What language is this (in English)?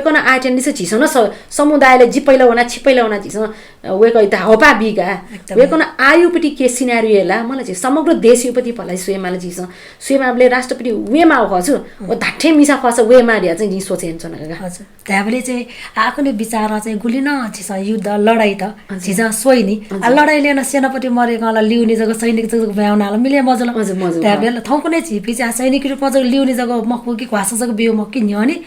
Newari